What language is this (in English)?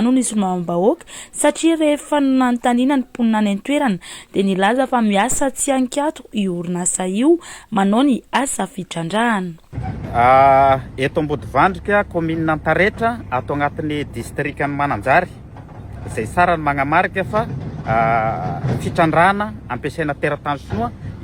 Malagasy